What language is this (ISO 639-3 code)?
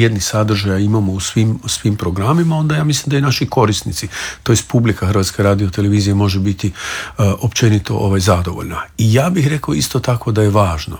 hrv